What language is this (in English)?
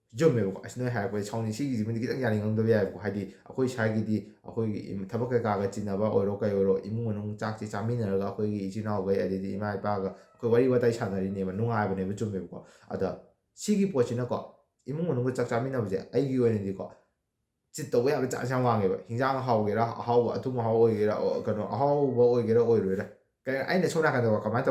Manipuri